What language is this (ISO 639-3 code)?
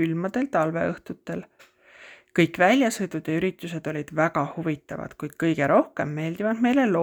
est